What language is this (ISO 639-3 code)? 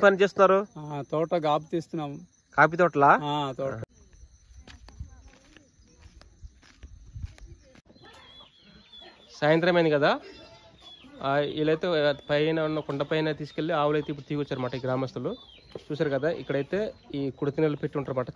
tel